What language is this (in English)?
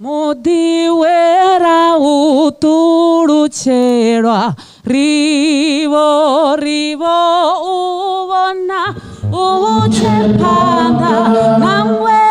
Venda